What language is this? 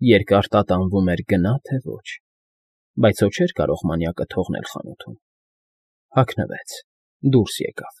Armenian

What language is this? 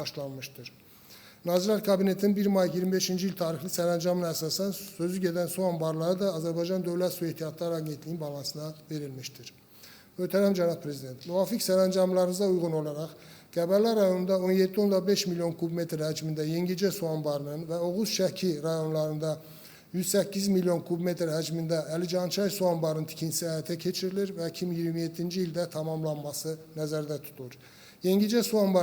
Azerbaijani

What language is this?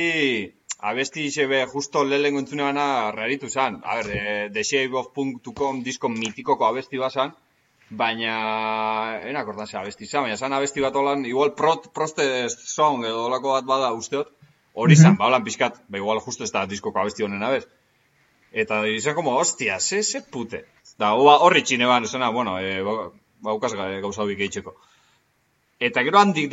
Basque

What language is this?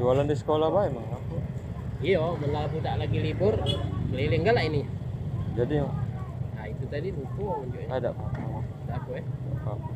Musi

